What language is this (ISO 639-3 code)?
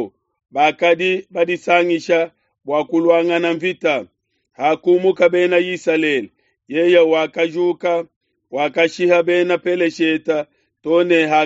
lua